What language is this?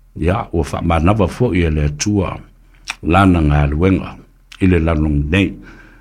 Samoan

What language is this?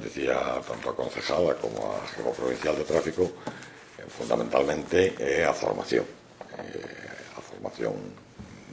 Galician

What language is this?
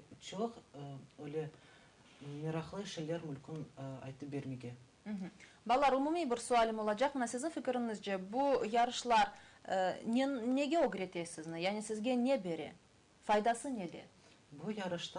Crimean Tatar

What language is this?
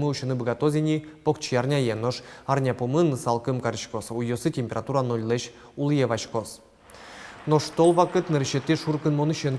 Udmurt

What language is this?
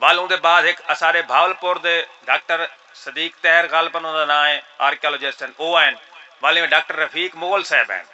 Saraiki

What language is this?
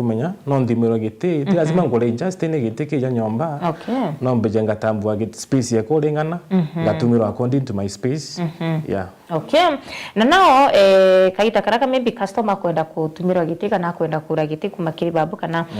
Meru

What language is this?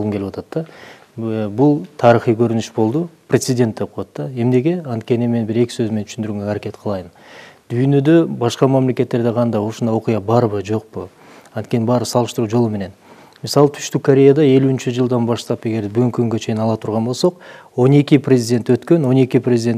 Kyrgyz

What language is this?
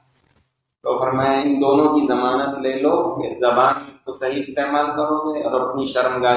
Urdu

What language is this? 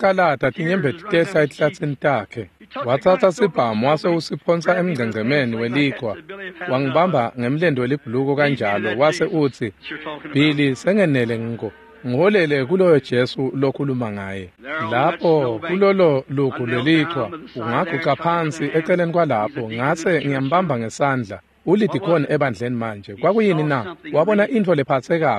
Swati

